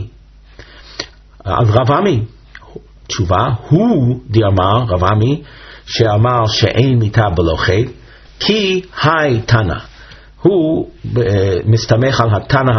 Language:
Hebrew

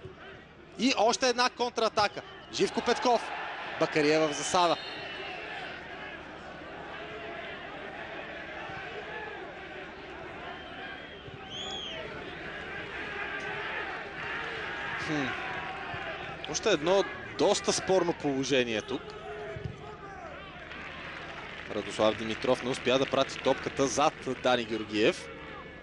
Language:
Bulgarian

